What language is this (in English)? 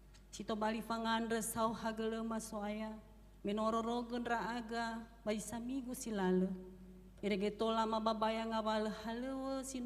Nias